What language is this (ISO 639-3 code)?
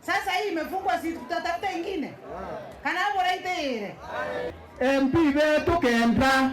mer